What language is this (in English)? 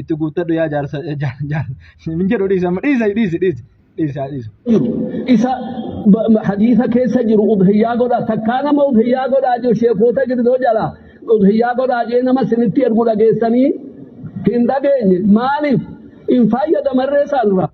Oromo